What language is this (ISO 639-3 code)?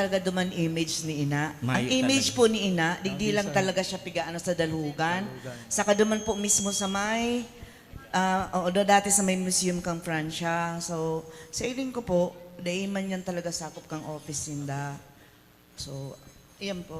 bik